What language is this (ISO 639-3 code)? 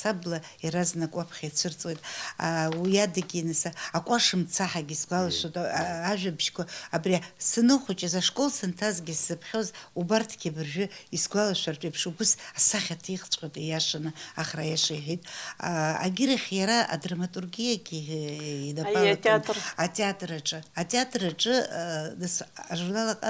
abk